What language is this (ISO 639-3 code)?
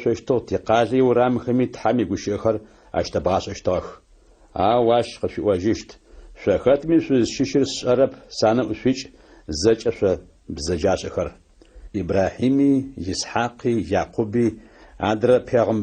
ady